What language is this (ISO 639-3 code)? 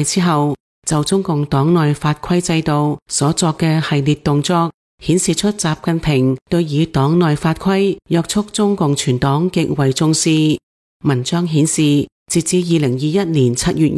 yue